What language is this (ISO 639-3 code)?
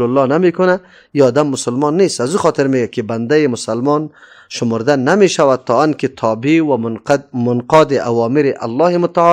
fas